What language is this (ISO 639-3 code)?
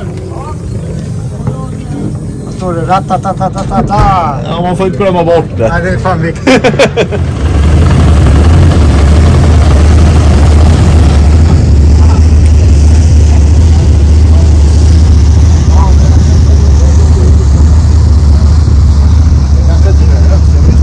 swe